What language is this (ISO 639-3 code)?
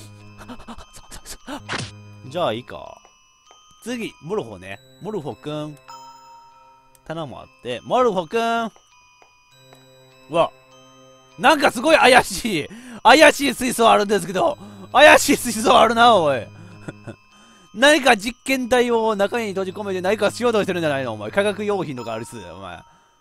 jpn